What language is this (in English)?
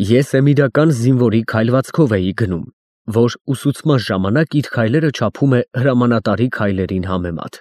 Armenian